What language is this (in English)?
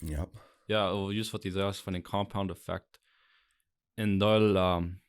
Plautdietsch